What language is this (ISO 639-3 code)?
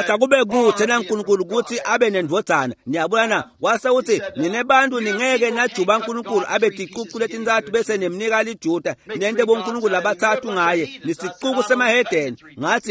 ssw